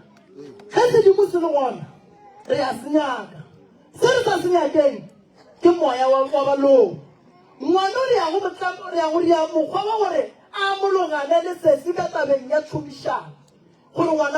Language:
Northern Sotho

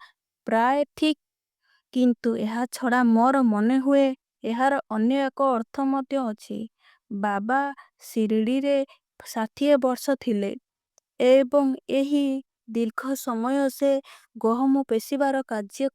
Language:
Odia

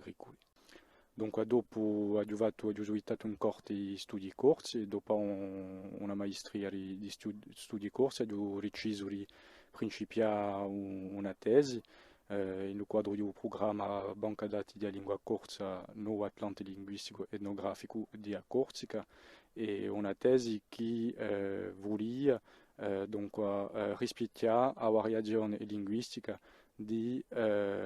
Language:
Corsican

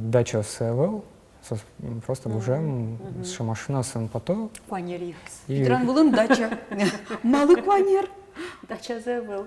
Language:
Udmurt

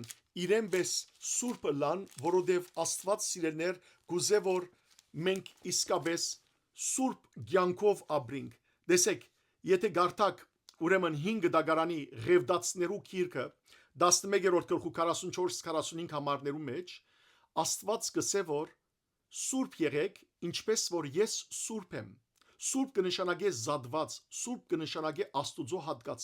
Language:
Western Armenian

